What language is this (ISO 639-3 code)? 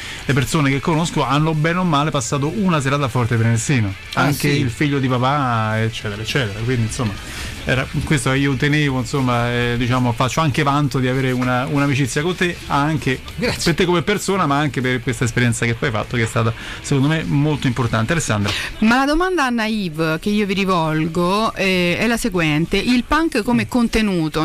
ita